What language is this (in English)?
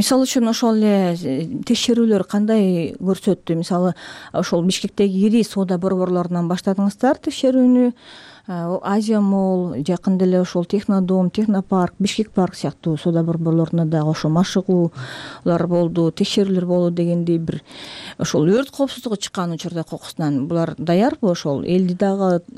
Kyrgyz